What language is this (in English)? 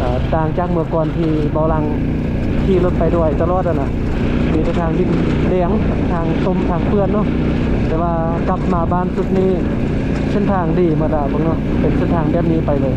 Lao